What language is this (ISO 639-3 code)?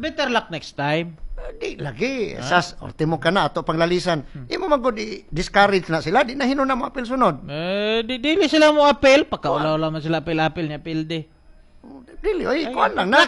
ceb